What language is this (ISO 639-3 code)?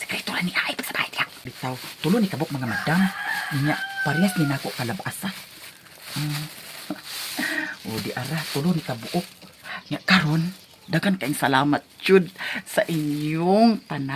ceb